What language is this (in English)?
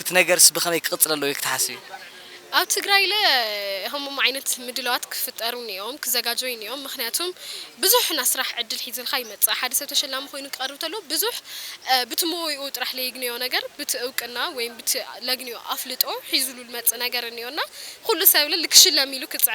Tigrinya